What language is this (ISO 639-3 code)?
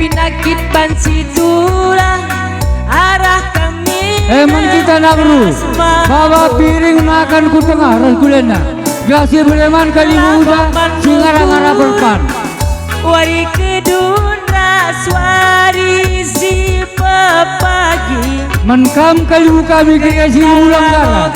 btx